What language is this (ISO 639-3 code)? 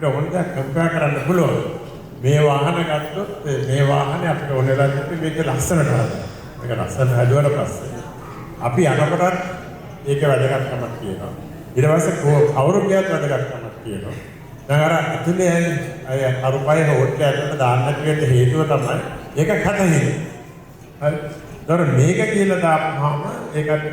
sin